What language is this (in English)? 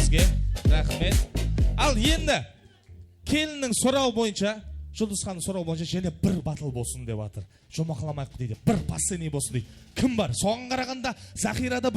Kara-Kalpak